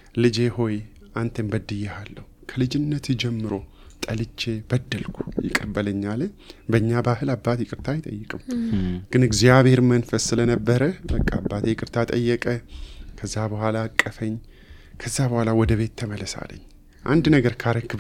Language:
Amharic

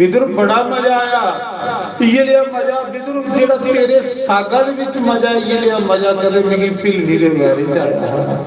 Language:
Dogri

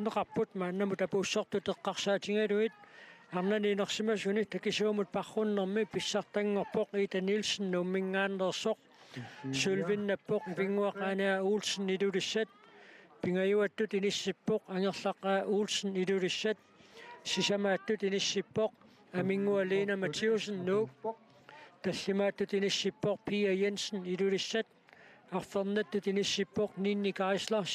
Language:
Kalaallisut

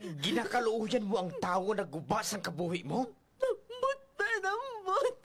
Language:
Hiligaynon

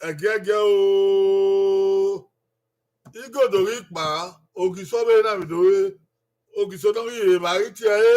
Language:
Bini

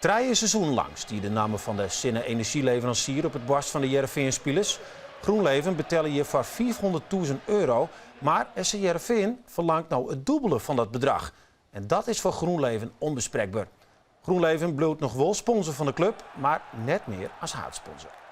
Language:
Western Frisian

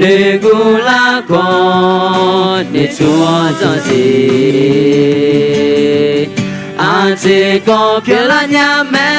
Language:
Akha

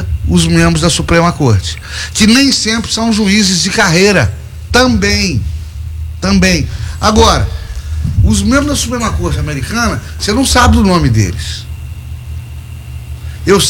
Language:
Portuguese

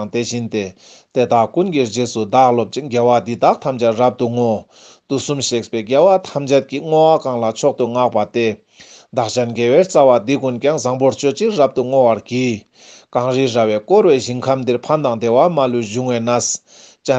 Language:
Ladakhi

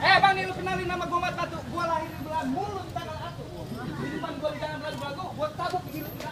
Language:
Betawi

